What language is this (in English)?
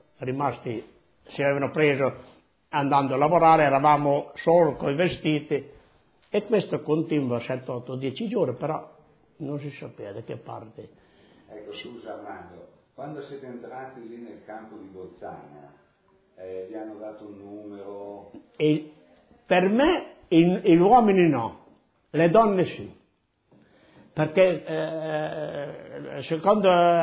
Italian